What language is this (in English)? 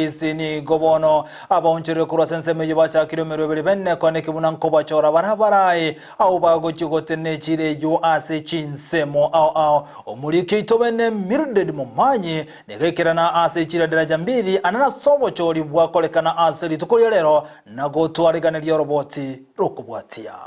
Gusii